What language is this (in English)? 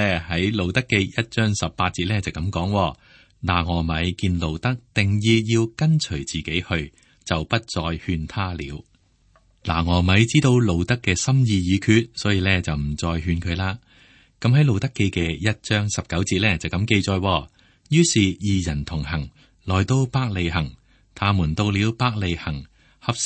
Cantonese